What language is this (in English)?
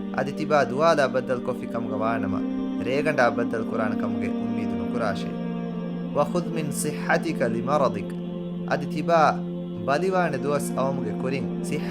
Divehi